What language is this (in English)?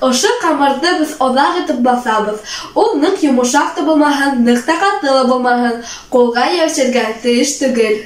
Bashkir